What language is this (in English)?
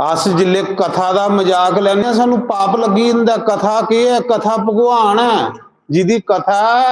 Dogri